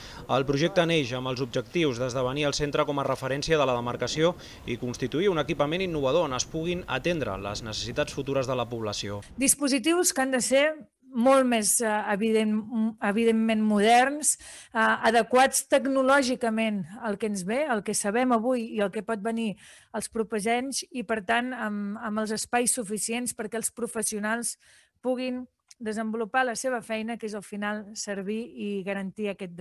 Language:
Catalan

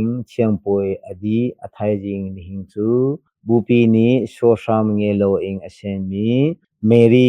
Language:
Hakha Chin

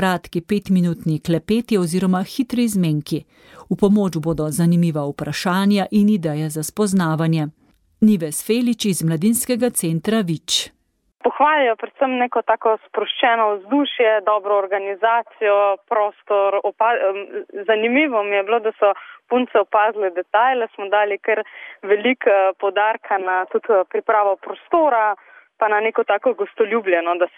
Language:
Slovenian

